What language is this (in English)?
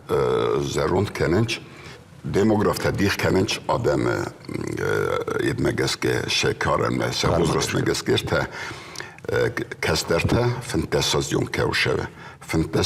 Ossetic